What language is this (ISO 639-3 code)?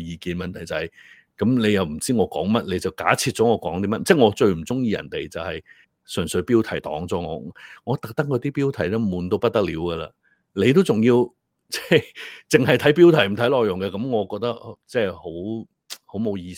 yue